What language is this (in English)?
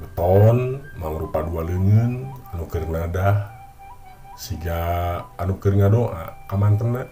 Sundanese